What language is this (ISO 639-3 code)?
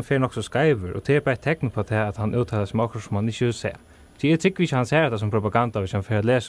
fao